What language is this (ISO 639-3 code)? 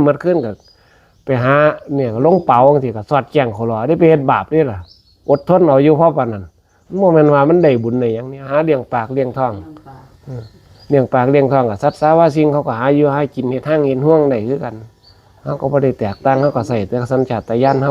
tts